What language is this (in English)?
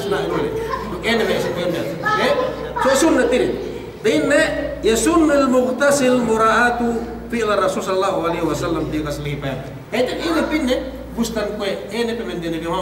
Yakan